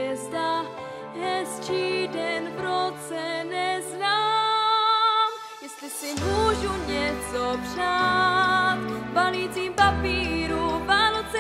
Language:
Czech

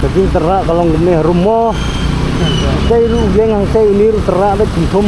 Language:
Khasi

